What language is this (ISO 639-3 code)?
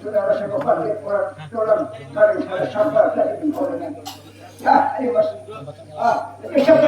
bjn